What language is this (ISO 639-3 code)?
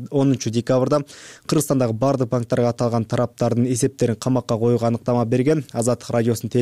kir